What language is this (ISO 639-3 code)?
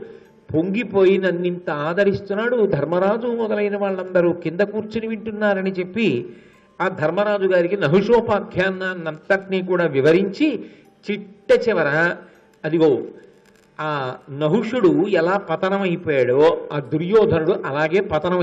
tel